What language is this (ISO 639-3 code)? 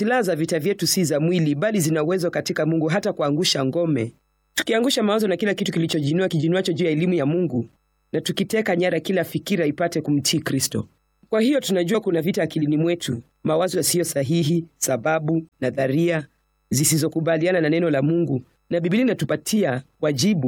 swa